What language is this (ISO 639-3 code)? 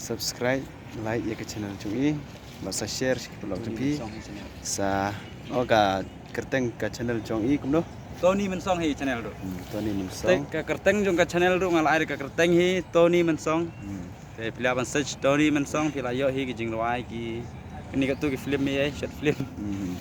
kha